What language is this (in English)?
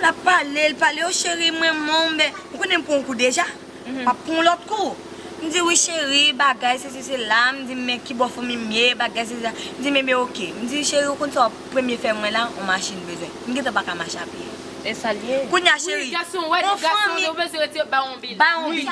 Haitian Creole